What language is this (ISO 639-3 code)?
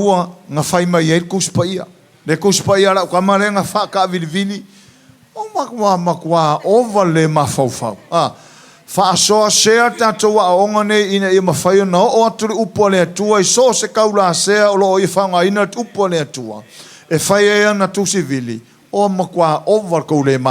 smo